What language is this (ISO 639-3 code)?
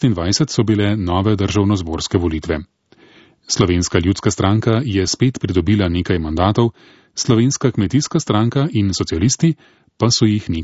slv